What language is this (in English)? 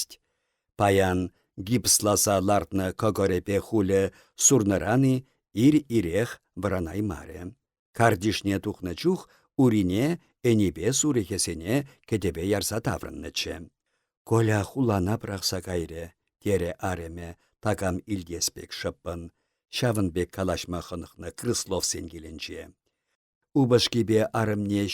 Chuvash